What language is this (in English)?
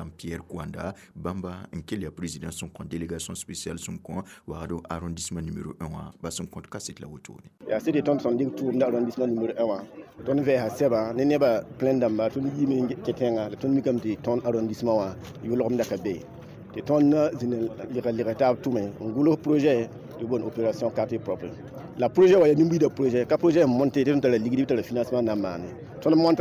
Mossi